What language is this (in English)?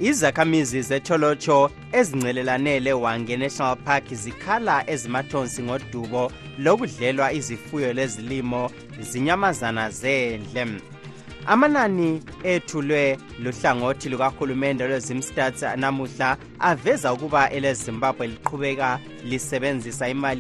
North Ndebele